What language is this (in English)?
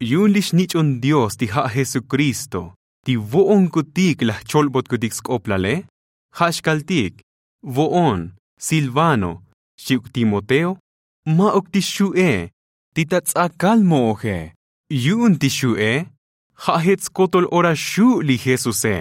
Tzotzil